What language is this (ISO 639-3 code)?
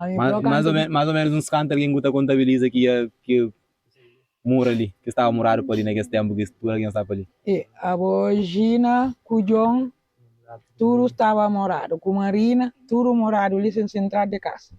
kea